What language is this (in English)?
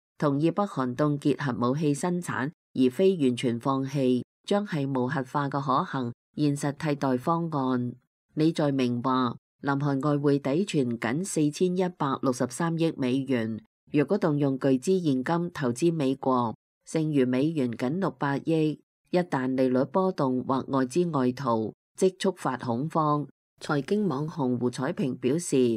Cantonese